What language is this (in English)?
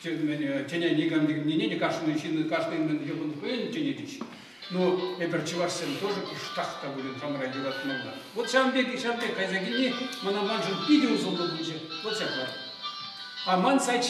Chuvash